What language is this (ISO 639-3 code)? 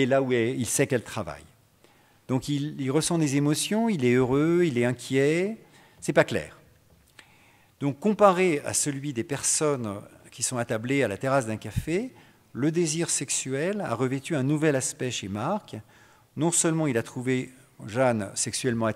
fra